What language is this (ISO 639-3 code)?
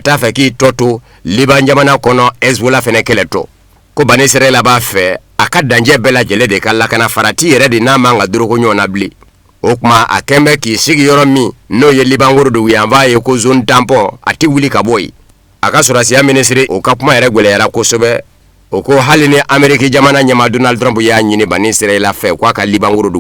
bam